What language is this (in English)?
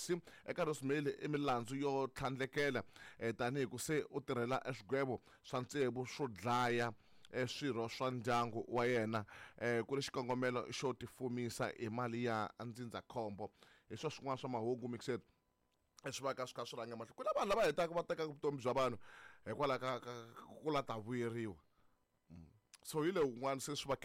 Tsonga